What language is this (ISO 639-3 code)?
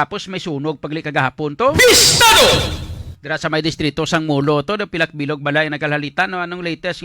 hil